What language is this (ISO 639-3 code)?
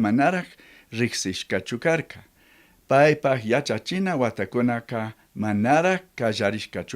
qug